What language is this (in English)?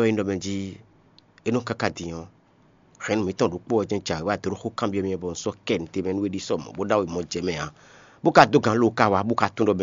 Fon